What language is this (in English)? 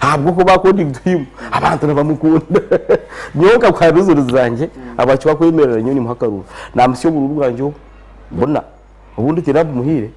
Nyankole